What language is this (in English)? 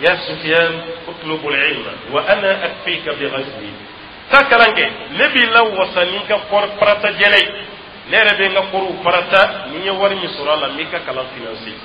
Dyula